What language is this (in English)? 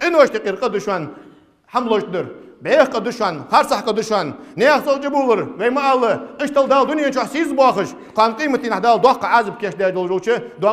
Ingush